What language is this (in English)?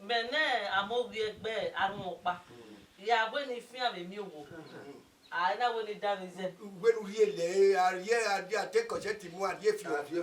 Bini